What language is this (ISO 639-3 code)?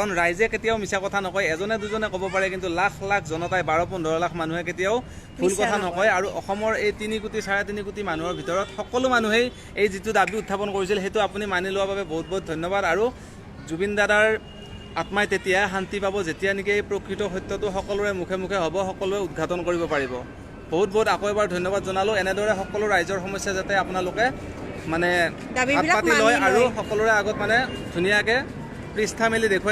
asm